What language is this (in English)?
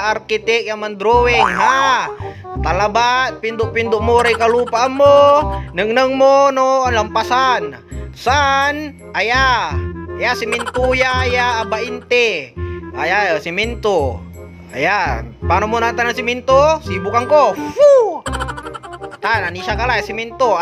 Pangasinan